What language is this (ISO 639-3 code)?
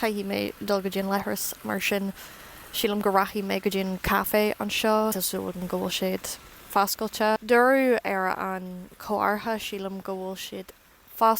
gle